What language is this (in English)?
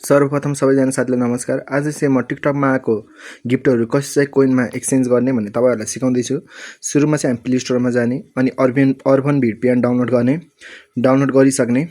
Nepali